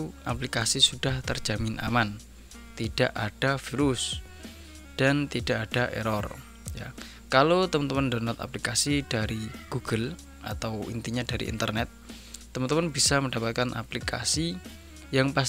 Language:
Indonesian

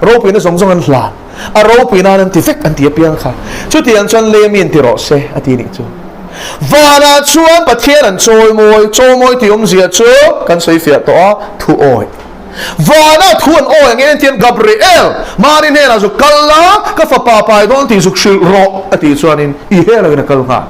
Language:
Mizo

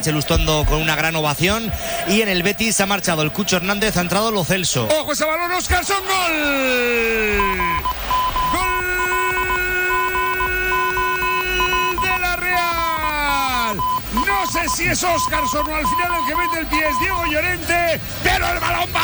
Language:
Spanish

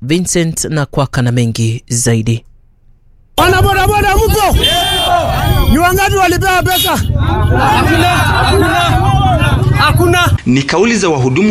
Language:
Swahili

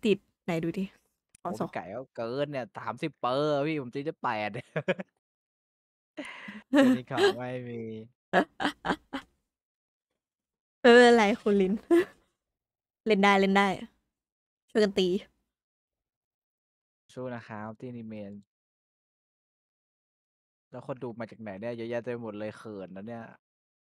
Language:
Thai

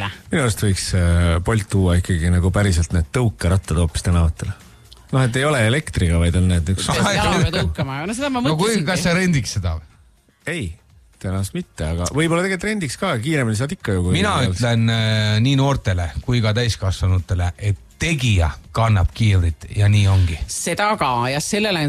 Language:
Estonian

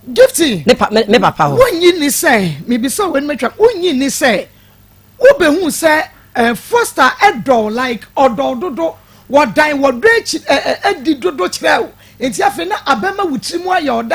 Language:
Akan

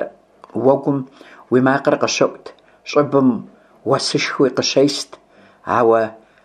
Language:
Kabardian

